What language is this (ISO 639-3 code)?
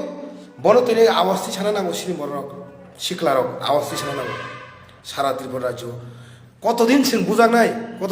trp